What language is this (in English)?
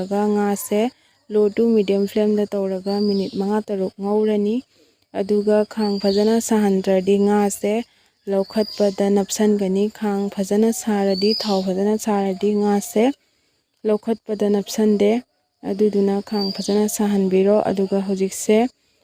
Manipuri